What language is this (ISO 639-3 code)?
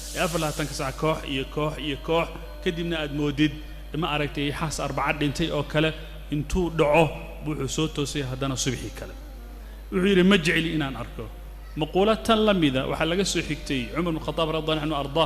som